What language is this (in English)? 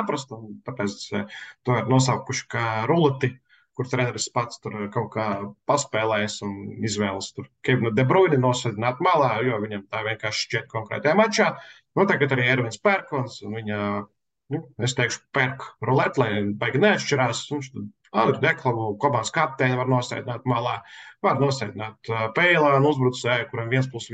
Latvian